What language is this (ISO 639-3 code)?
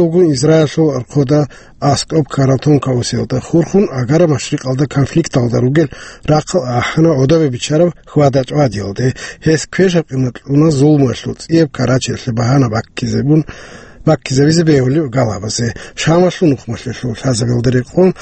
ava